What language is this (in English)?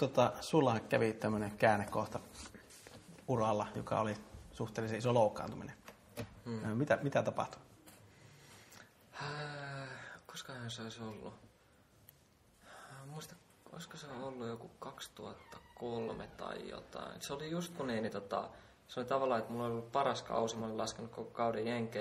Finnish